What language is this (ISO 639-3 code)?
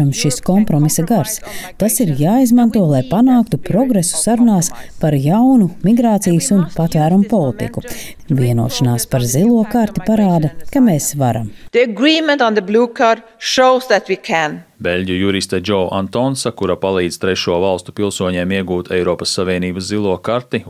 lav